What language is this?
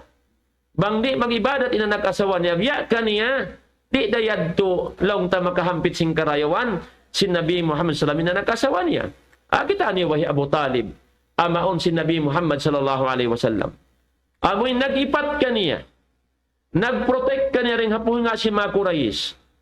Tausug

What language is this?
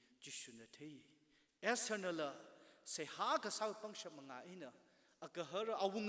Tangkhul Naga (India)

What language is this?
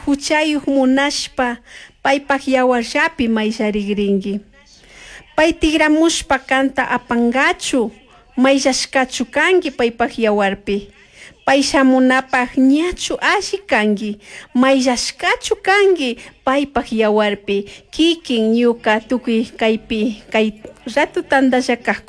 Chimborazo Highland Quichua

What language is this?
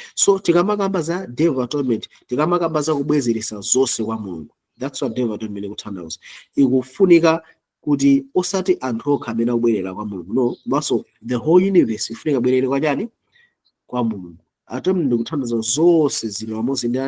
Nyanja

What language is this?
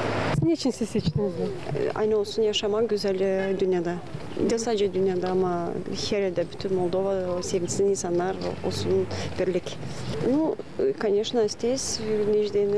Gagauz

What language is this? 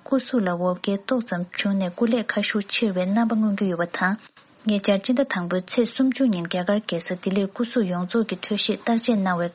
Tibetan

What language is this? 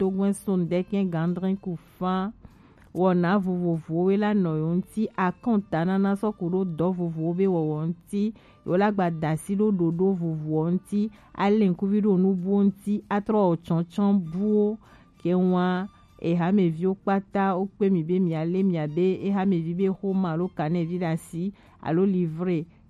Gen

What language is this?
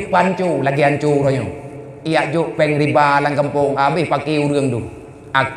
Achinese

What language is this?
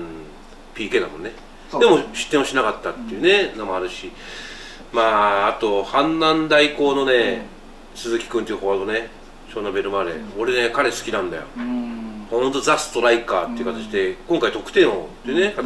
Japanese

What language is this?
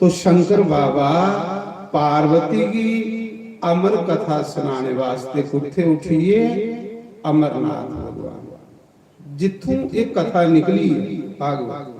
Dogri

